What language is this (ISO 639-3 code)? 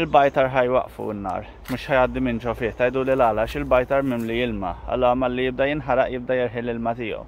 mlt